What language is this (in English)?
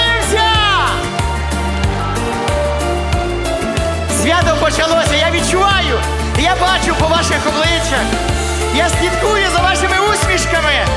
Ukrainian